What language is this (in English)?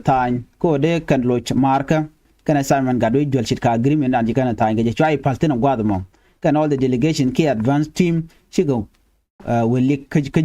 Nuer